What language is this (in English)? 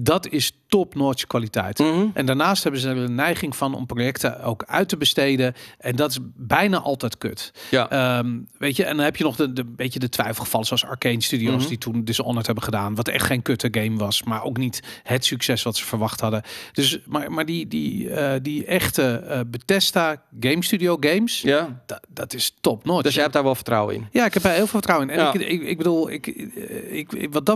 Dutch